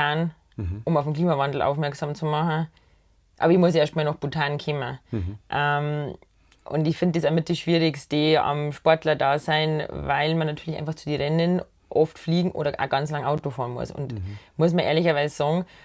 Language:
Bavarian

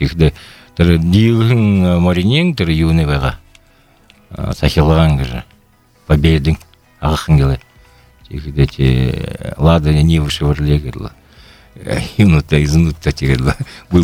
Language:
Buriat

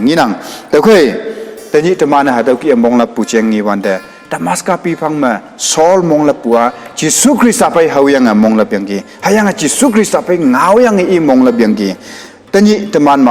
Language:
Konyak Naga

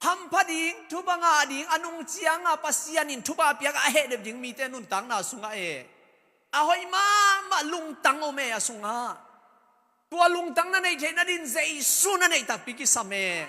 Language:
Tedim Chin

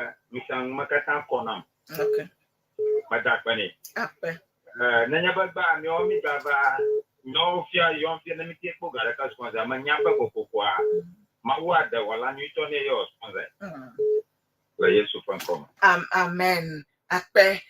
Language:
Ewe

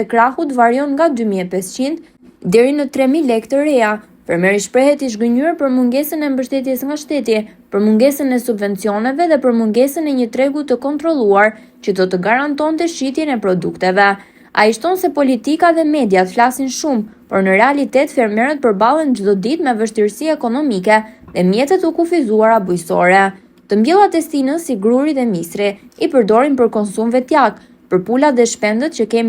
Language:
Albanian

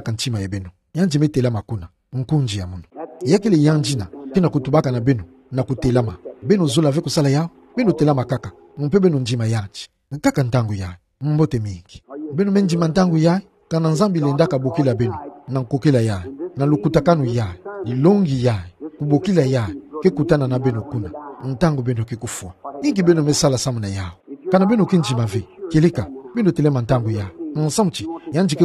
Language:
Kituba (Democratic Republic of Congo)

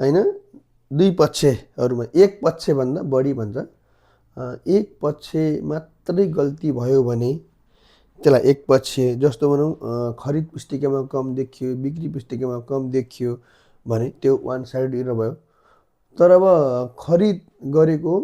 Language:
Nepali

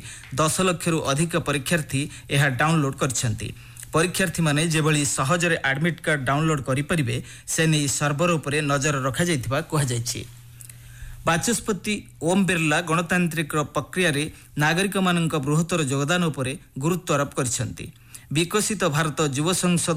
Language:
Odia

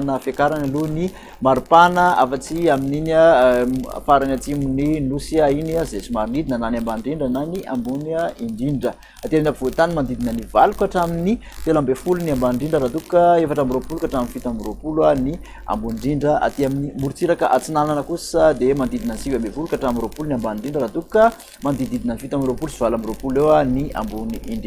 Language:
Malagasy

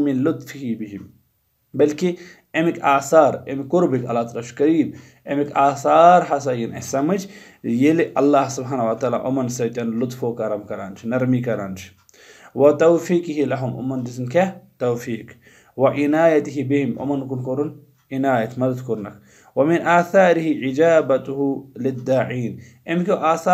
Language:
Kashmiri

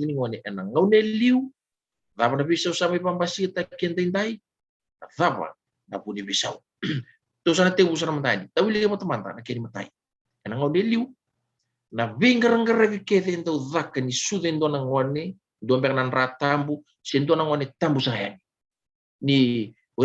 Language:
Fijian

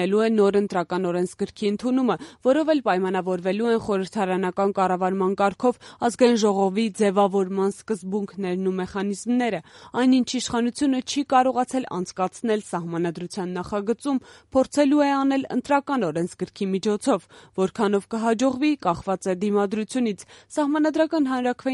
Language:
Armenian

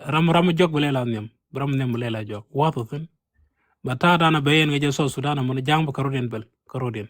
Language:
Nuer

